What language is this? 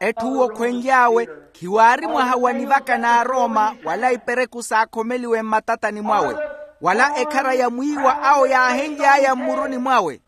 Makhuwa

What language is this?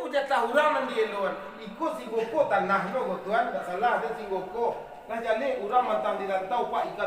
Minangkabau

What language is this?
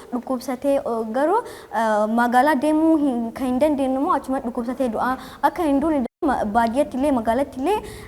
Oromo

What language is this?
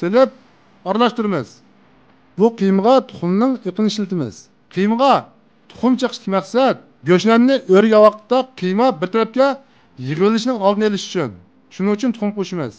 Uyghur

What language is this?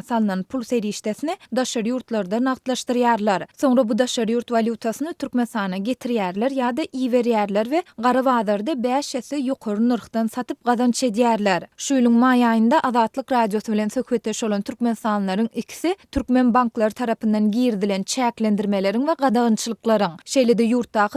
Turkmen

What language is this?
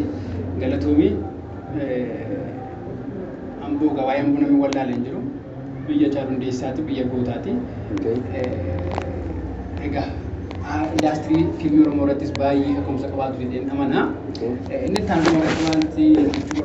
Oromo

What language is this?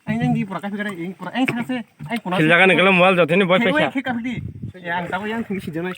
Kok Borok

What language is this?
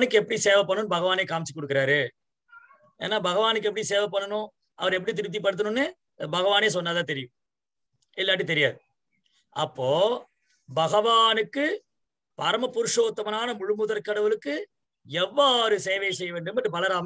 Tamil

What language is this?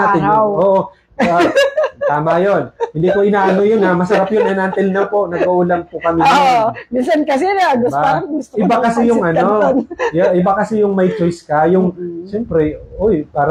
Filipino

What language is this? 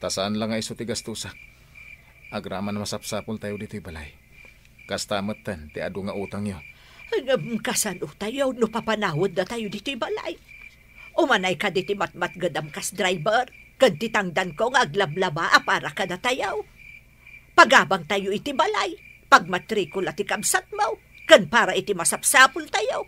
Iloko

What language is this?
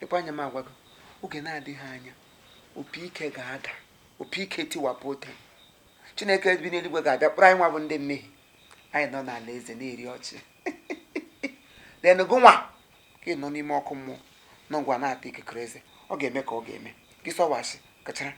Igbo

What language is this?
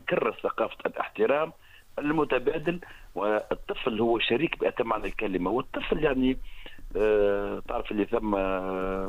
Tunisian Arabic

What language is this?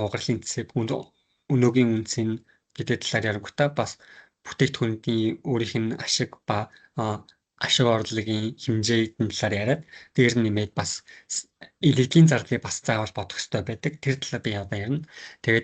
Mongolian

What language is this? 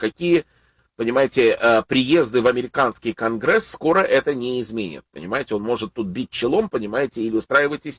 Russian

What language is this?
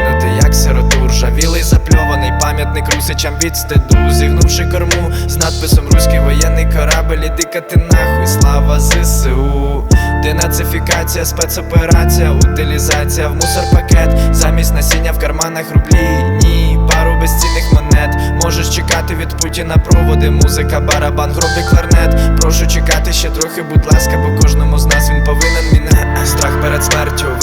Ukrainian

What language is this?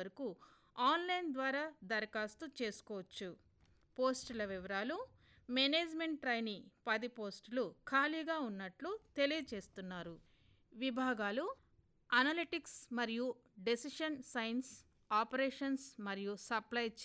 Telugu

